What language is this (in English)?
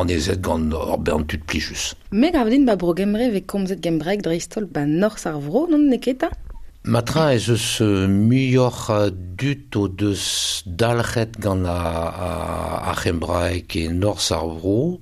Breton